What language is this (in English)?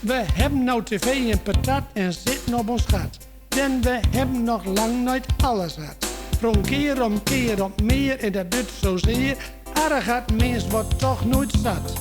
Gronings